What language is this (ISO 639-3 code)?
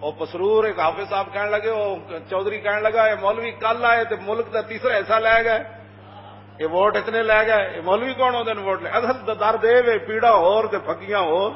lah